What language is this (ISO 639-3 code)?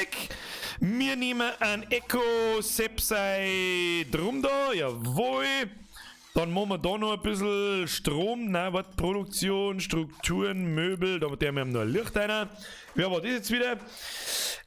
bar